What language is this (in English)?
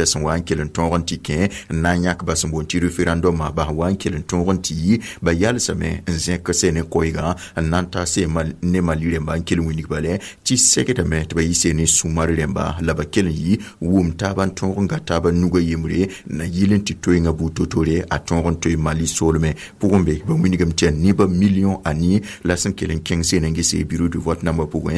Mossi